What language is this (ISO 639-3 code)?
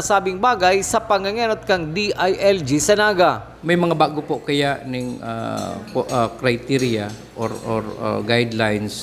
bik